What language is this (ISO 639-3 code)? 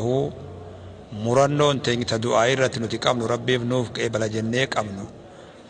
orm